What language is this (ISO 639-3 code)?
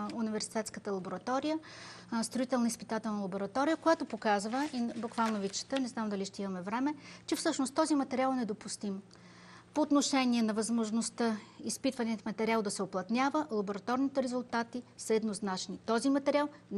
bul